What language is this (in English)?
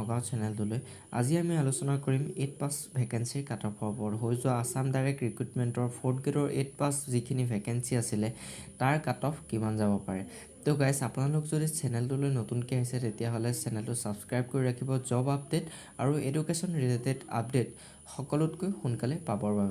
Assamese